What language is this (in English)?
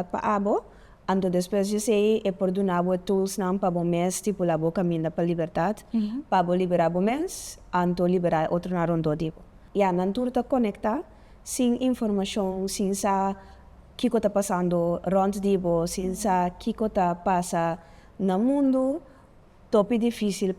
Papiamento